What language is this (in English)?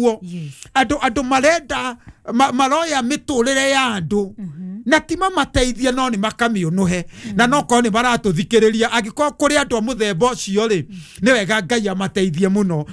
Kikuyu